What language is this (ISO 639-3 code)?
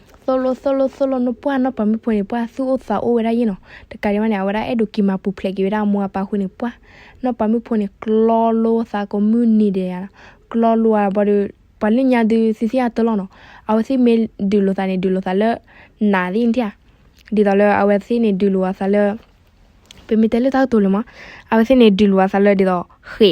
ksw